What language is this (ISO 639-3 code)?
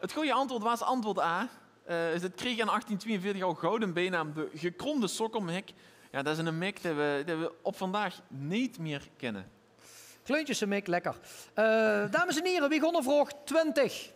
lim